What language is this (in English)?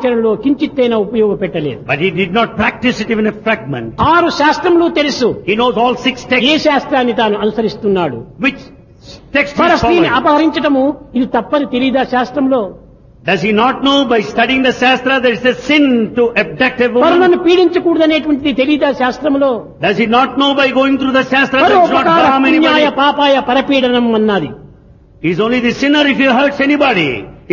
Telugu